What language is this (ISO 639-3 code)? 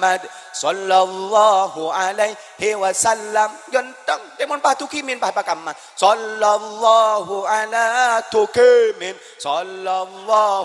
mad